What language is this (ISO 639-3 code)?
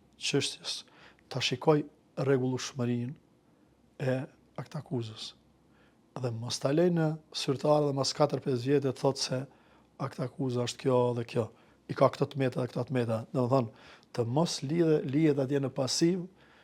sqi